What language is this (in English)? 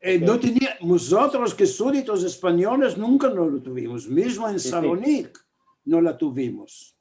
Ladino